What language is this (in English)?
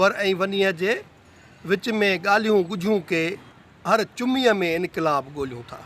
Sindhi